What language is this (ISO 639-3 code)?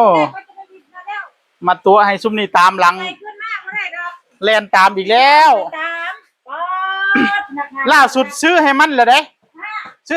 tts